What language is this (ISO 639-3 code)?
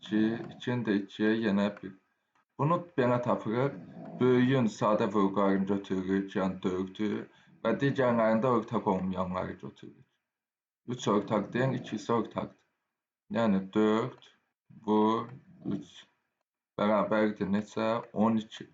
aze